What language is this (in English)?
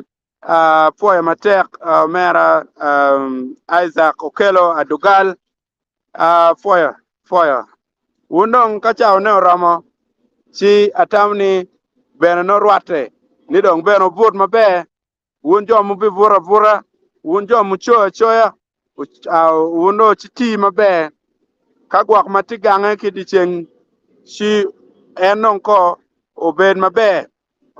Acoli